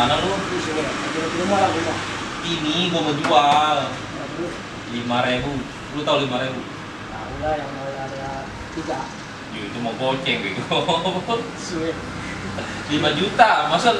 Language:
Betawi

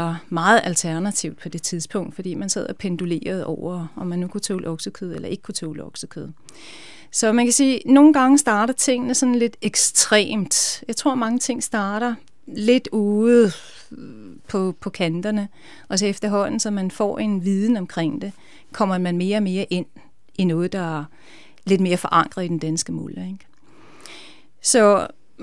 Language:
Danish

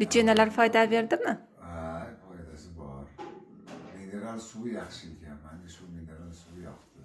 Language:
Uzbek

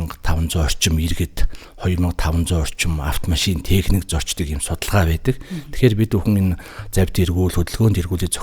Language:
Mongolian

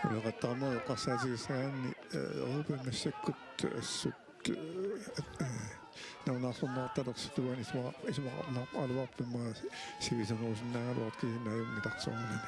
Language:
Kalaallisut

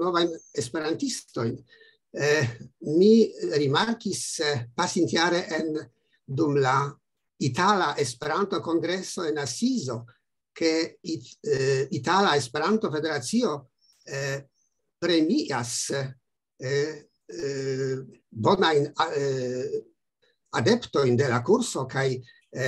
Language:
Esperanto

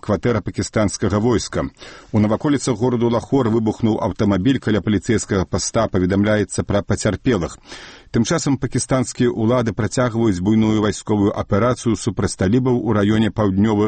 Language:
Belarusian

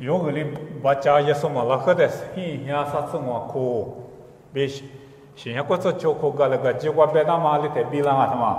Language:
Lisu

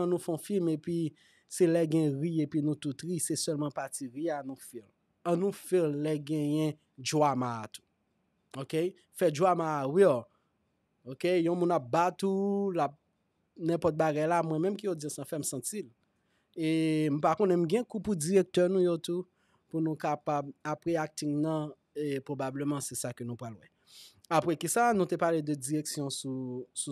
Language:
Haitian Creole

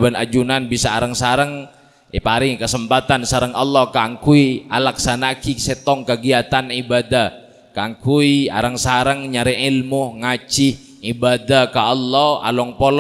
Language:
Madurese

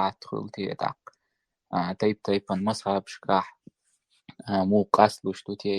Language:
Chechen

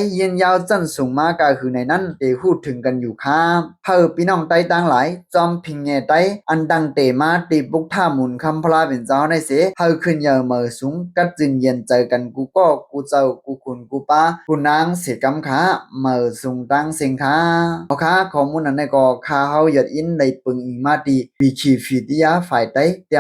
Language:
Shan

